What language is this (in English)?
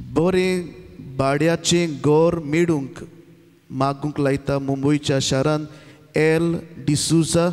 Konkani